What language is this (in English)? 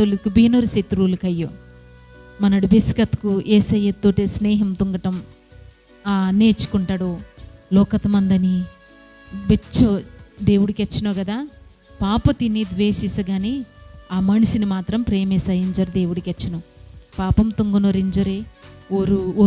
Koya